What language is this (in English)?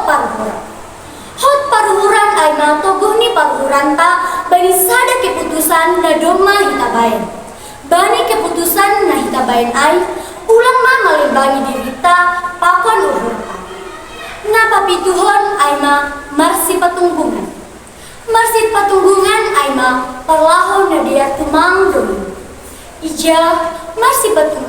Batak Simalungun